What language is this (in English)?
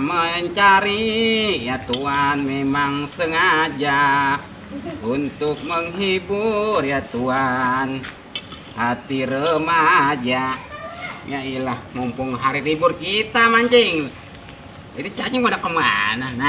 Betawi